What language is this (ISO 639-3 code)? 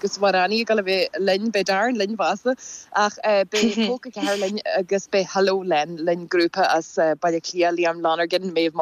gle